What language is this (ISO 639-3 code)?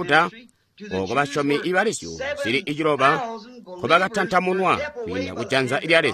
toi